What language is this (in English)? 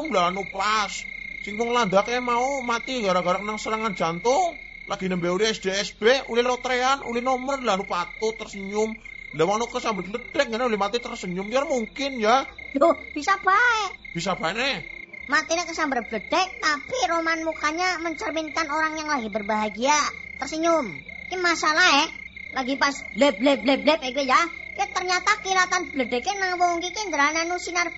Javanese